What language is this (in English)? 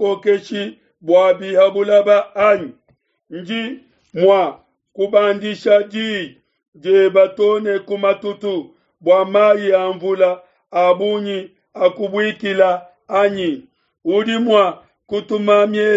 Luba-Lulua